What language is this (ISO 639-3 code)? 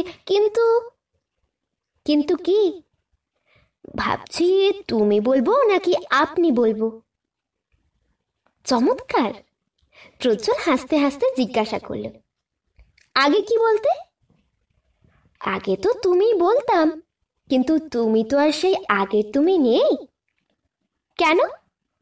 ben